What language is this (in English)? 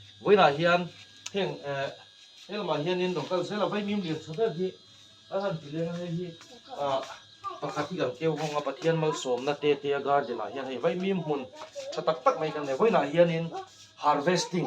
Mizo